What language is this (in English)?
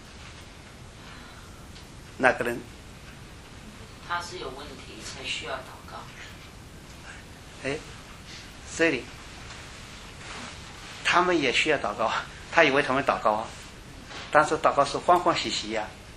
Chinese